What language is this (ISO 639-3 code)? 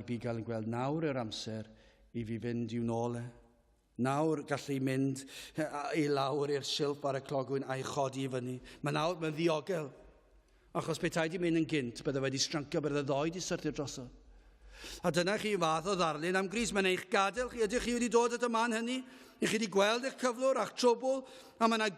cym